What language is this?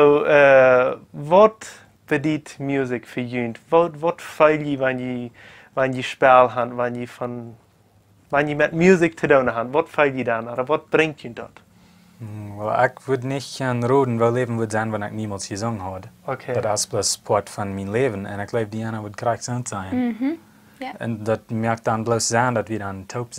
Plautdietsch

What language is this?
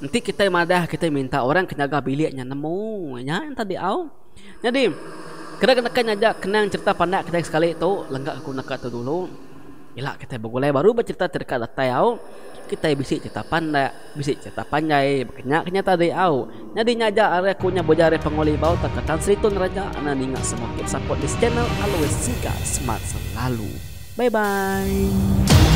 Iban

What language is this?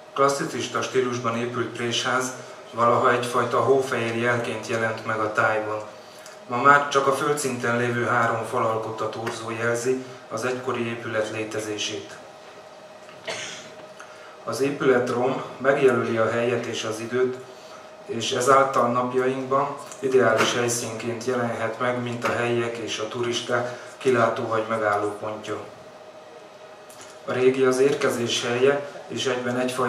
Hungarian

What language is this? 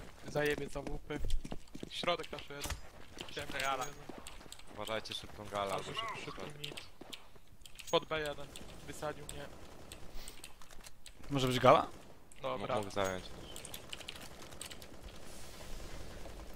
Polish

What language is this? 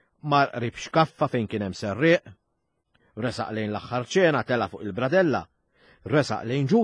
Maltese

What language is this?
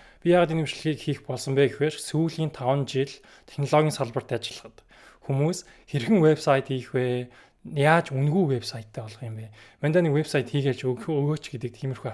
Mongolian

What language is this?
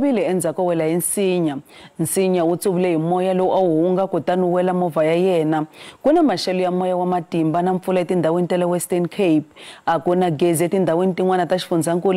Tsonga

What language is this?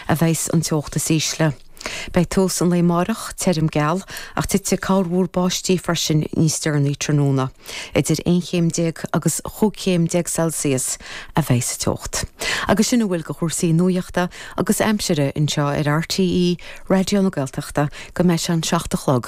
Irish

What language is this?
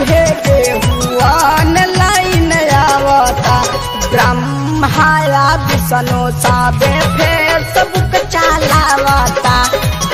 Bhojpuri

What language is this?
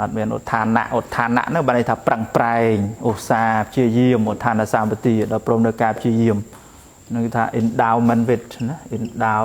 Khmer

